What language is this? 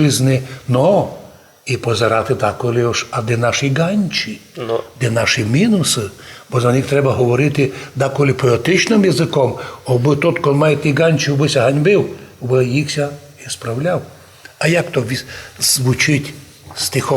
Rusyn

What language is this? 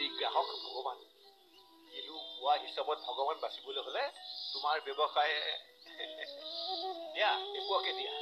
Assamese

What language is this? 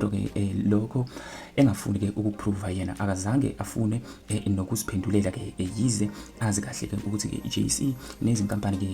Zulu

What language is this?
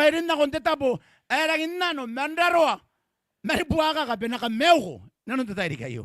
Gilbertese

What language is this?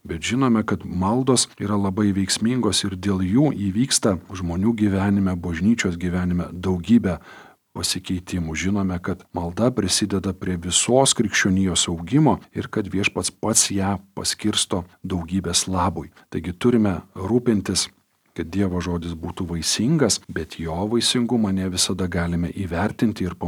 Lithuanian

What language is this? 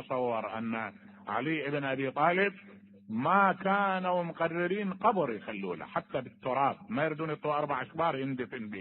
Mesopotamian Arabic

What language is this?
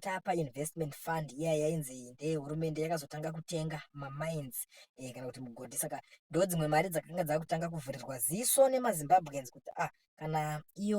Shona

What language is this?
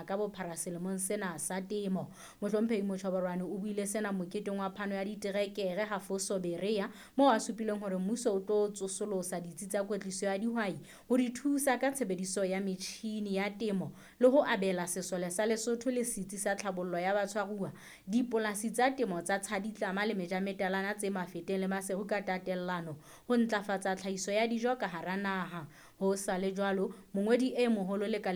Southern Sotho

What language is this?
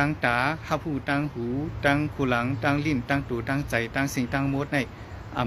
Shan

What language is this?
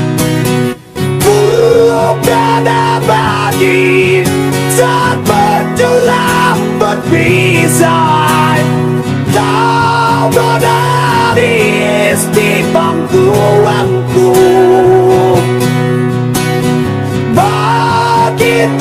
Indonesian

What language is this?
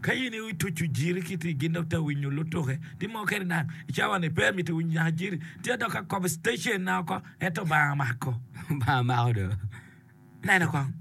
Acoli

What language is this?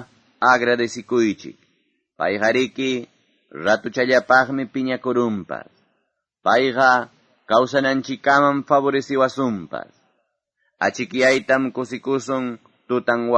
Quechua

